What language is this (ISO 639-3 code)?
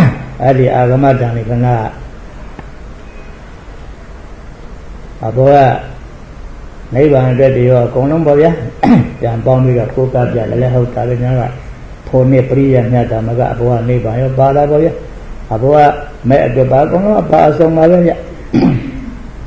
mya